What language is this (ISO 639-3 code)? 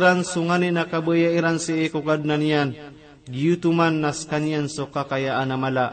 mrw